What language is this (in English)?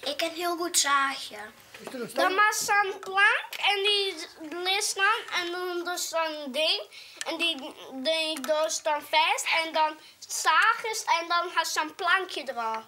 Western Frisian